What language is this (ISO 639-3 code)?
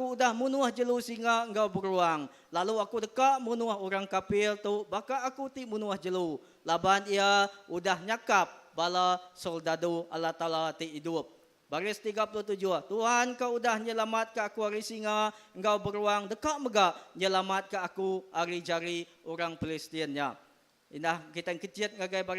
iba